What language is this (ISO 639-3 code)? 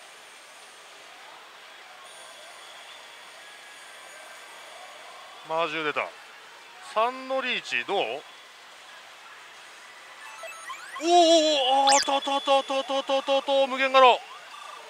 jpn